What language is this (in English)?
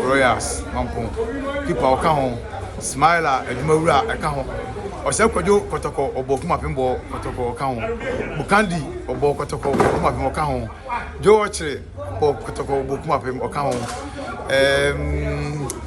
Akan